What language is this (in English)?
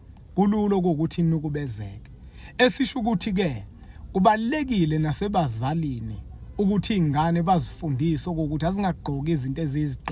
Zulu